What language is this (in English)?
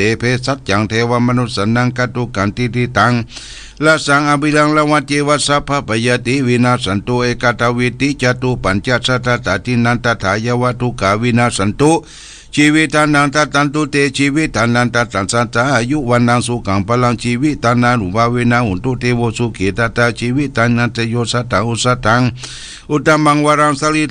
Pali